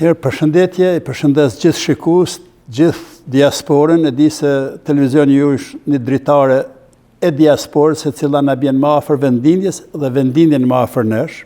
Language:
Albanian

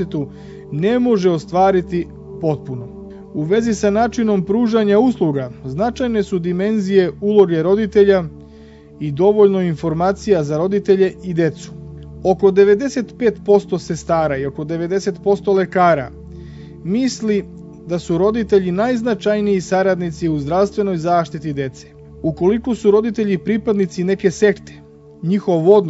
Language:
Serbian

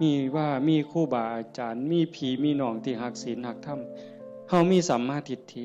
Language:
Northeastern Thai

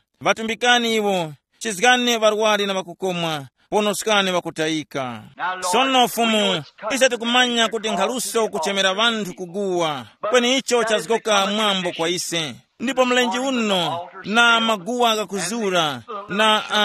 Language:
Tumbuka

